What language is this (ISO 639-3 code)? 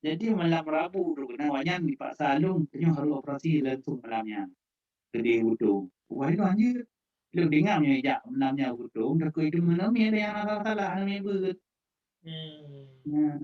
ace